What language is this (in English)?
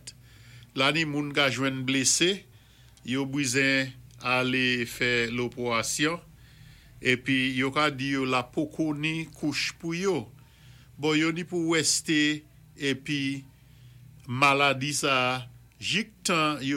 Saint Lucian Creole French